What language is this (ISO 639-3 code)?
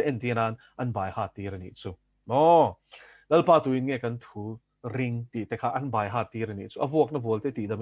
lus